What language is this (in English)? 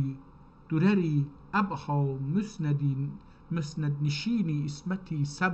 South Azerbaijani